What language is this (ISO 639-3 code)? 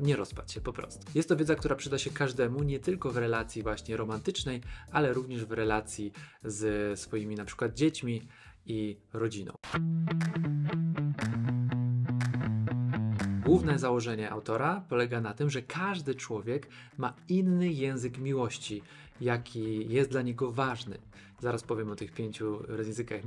pol